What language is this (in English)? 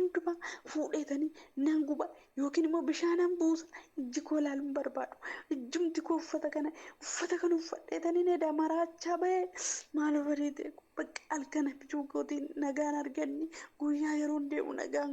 Oromo